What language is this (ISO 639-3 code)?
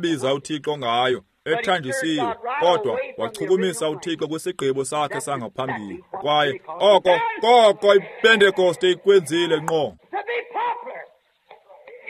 xho